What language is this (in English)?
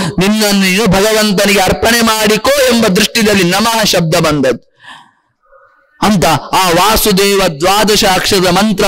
Kannada